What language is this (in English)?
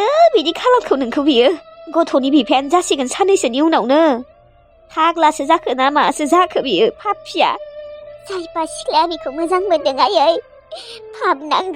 Bodo